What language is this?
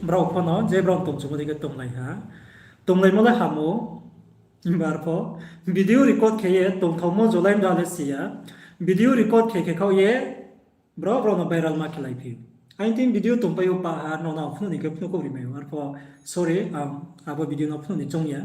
Riang (India)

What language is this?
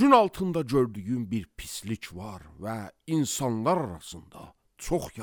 Azerbaijani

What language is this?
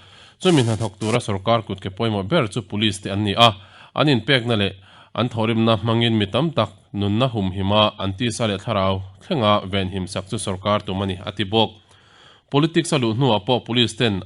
Mizo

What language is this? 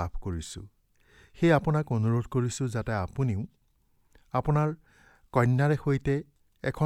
Assamese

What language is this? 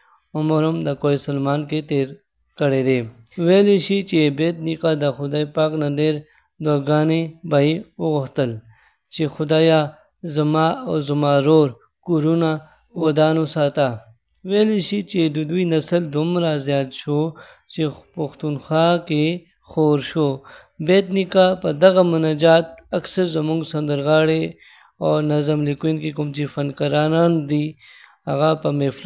Pashto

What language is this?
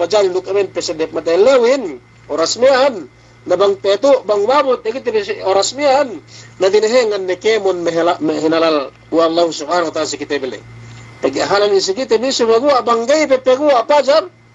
Yakan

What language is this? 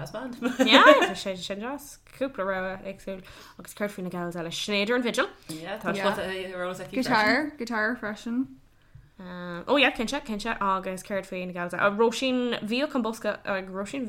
Irish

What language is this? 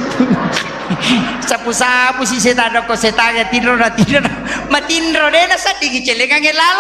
Buginese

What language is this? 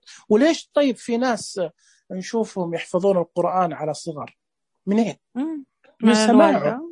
Najdi Arabic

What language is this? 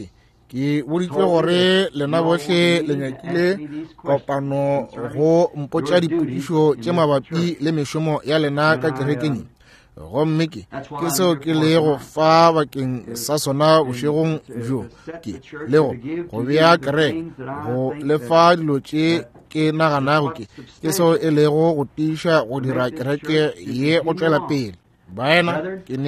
Northern Sotho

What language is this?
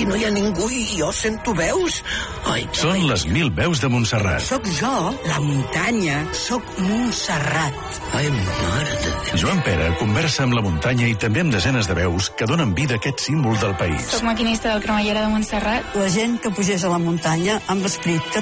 Catalan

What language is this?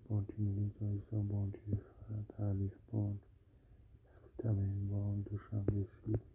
Tajik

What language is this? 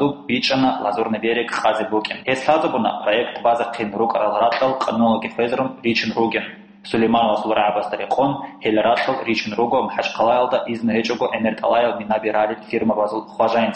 Avaric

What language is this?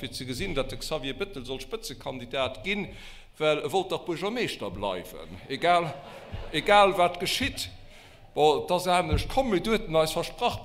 Luxembourgish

